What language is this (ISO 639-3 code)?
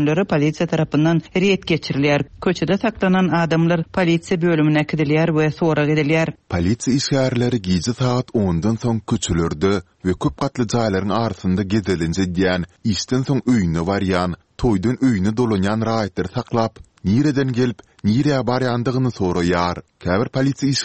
tuk